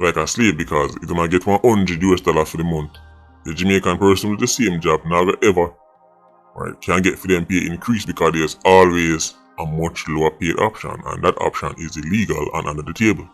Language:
Jamaican Creole English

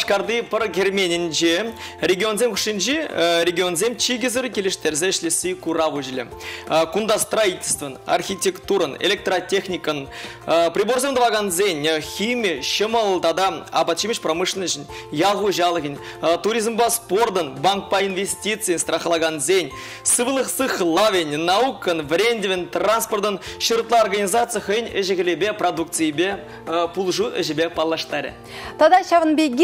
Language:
Chuvash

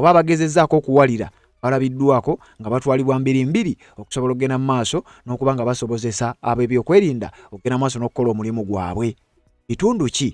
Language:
Ganda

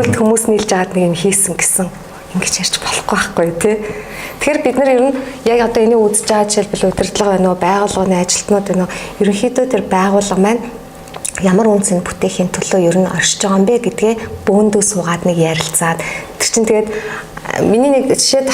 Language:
Mongolian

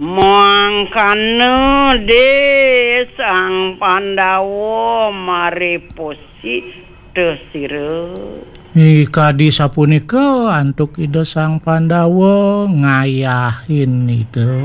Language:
Balinese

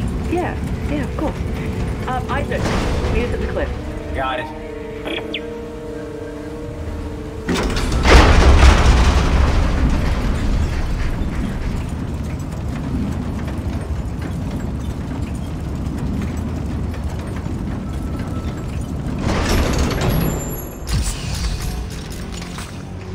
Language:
English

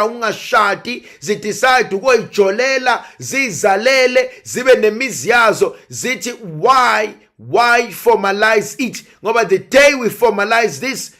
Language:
Zulu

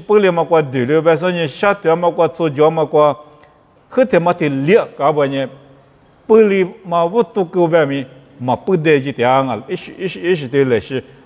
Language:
Lisu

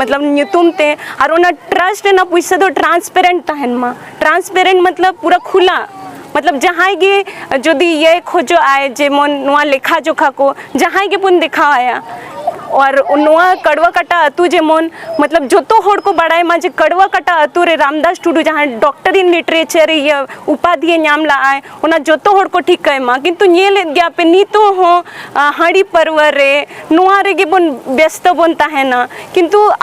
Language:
Santali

